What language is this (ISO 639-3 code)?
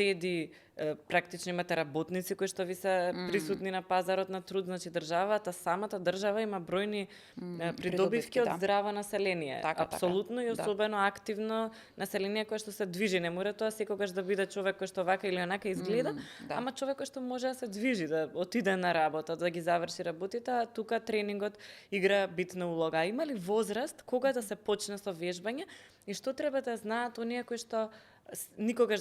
mkd